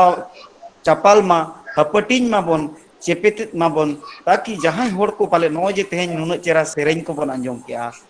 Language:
Santali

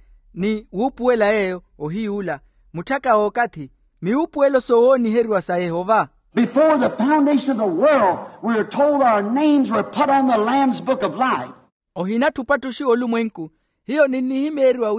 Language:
Makhuwa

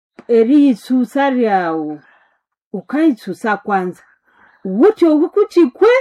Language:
Nande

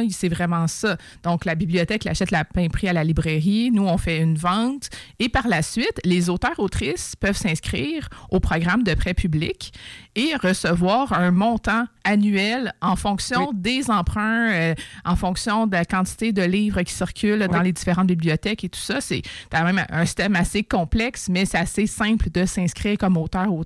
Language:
French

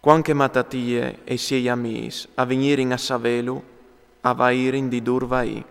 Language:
Friulian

